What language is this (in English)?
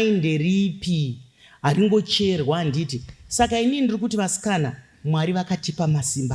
Shona